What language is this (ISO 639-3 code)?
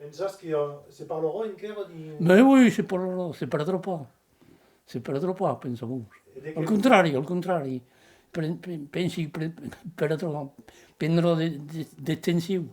oci